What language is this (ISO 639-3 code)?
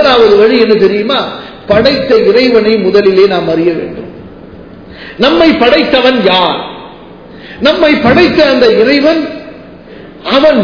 tam